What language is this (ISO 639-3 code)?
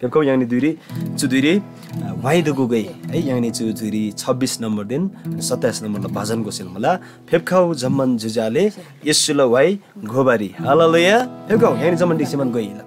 taj